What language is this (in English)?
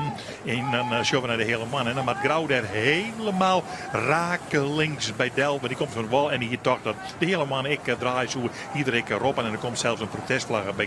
Western Frisian